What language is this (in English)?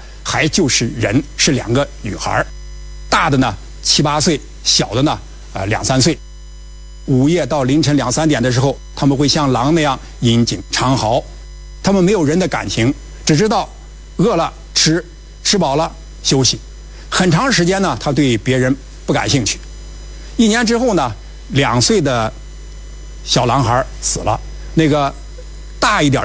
Chinese